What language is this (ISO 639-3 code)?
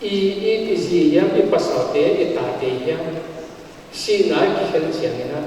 pck